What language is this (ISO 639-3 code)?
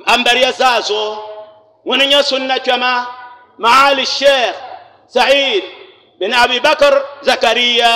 dag